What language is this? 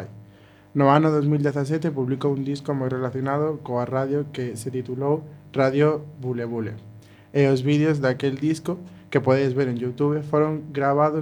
Galician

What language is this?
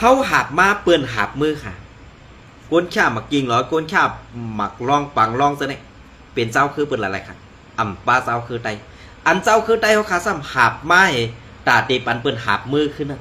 Shan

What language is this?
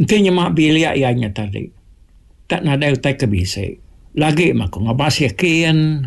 Iban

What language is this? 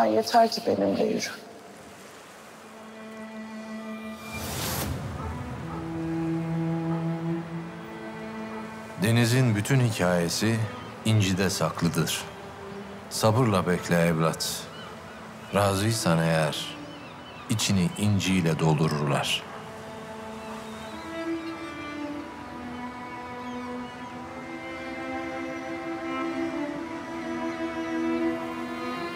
Turkish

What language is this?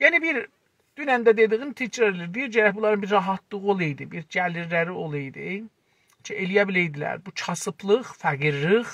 South Azerbaijani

